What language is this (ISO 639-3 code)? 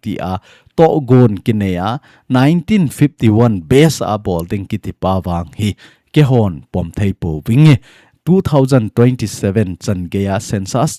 tcz